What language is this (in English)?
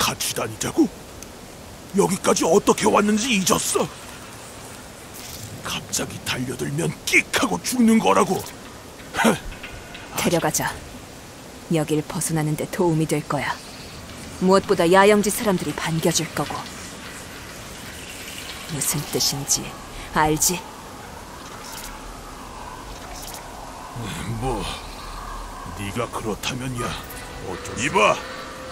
Korean